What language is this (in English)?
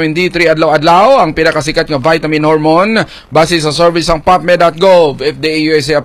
Hiligaynon